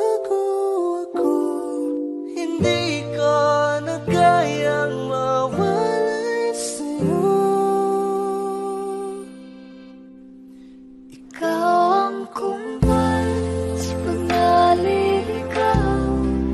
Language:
Filipino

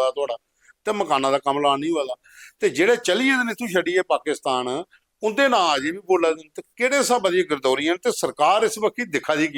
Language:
Dogri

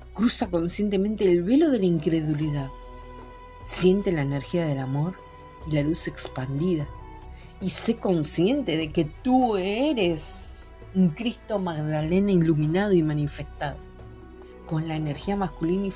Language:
Spanish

